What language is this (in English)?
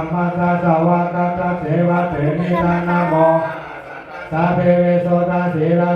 Pali